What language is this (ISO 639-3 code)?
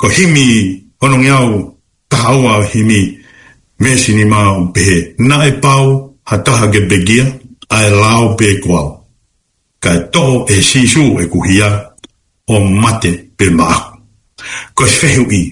ton